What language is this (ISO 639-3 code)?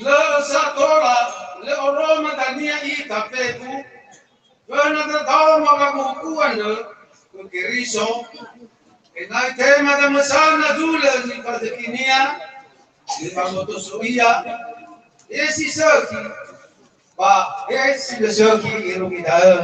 nia